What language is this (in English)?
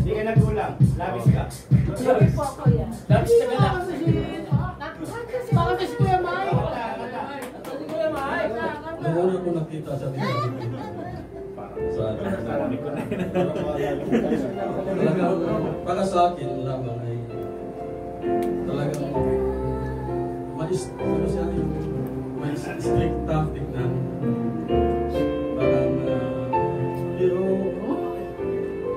Filipino